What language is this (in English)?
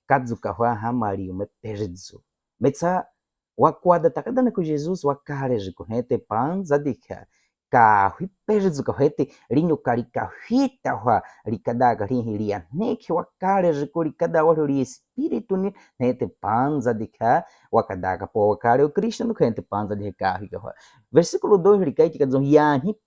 Baniwa